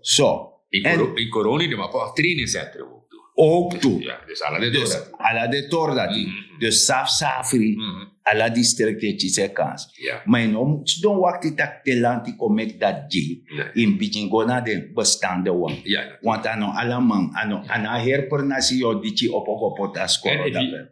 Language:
Sranan Tongo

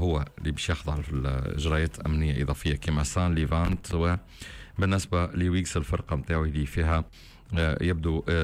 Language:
Tunisian Arabic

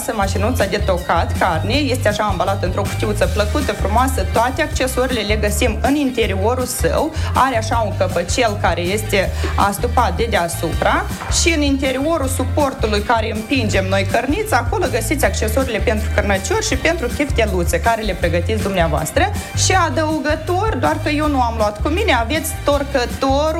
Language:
Romanian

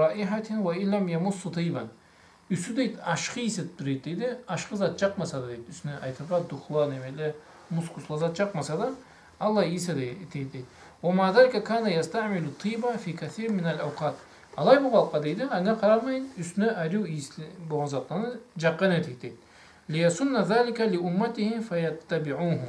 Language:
Karachay-Balkar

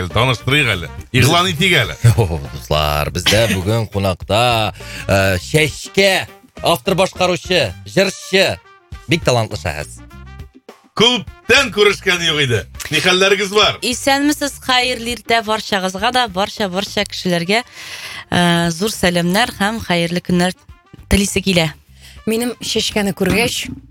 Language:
Tatar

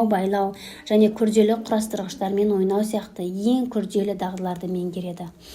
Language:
Kazakh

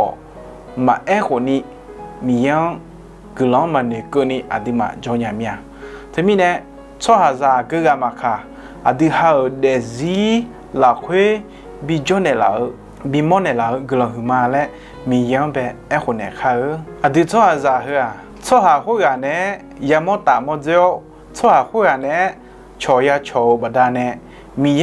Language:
Akha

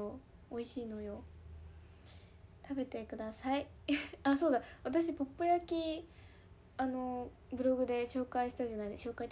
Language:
Japanese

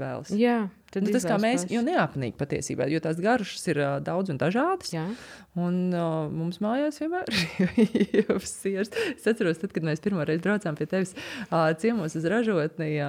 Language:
Latvian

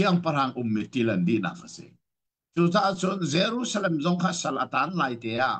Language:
Hakha Chin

